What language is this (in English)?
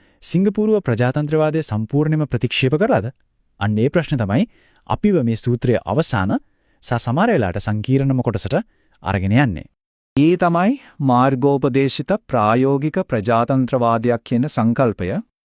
Sinhala